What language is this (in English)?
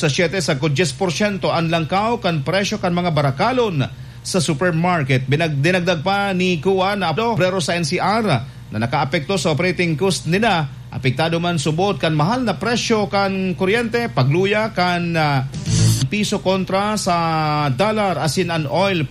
Bikol